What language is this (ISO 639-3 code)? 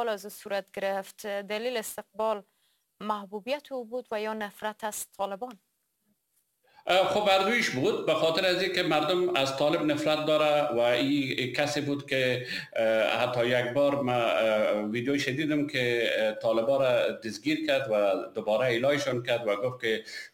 fas